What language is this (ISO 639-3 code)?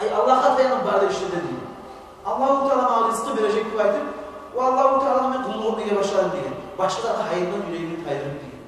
kum